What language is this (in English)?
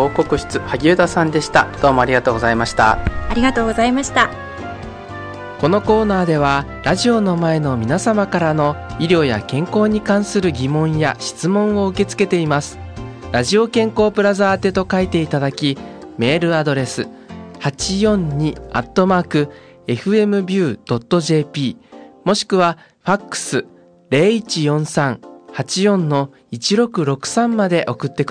Japanese